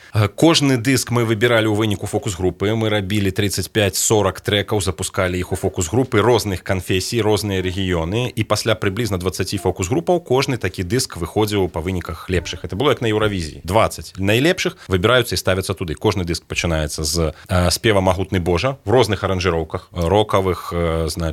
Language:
Belarusian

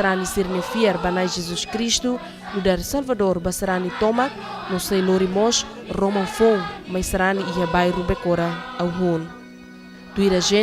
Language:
Tetum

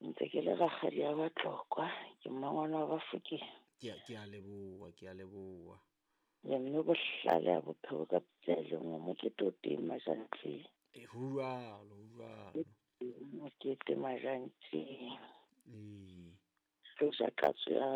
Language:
Southern Sotho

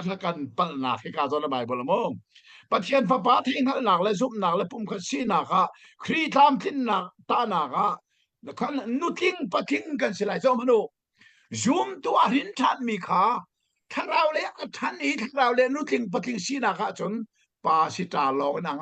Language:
Hakha Chin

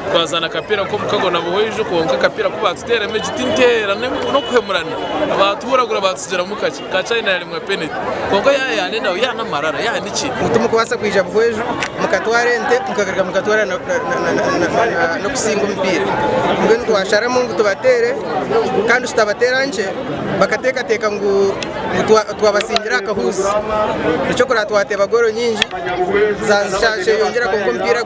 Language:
Nyankole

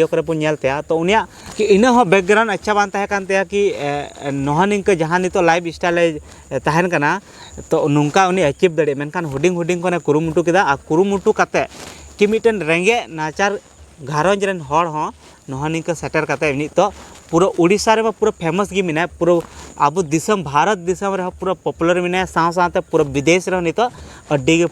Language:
Santali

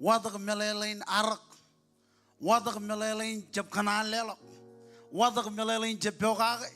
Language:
Marshallese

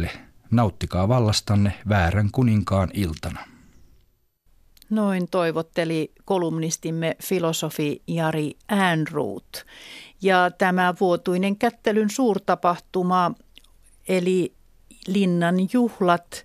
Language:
Finnish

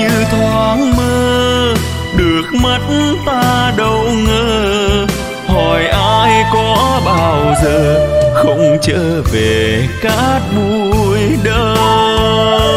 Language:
Vietnamese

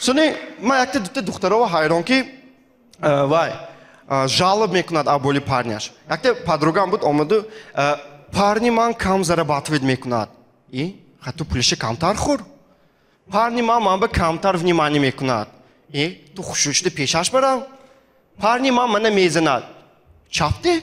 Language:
Tajik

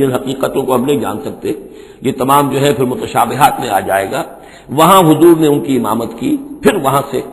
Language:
Urdu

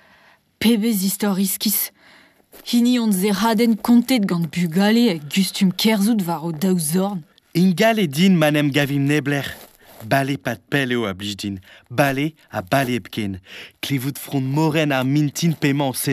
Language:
Breton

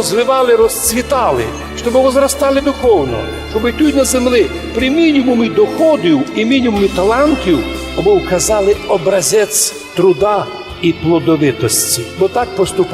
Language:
Rusyn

